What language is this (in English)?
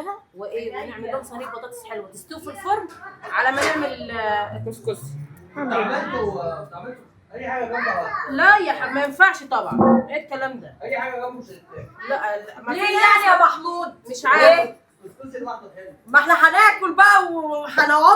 Egyptian Arabic